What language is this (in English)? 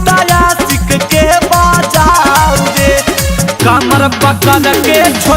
Magahi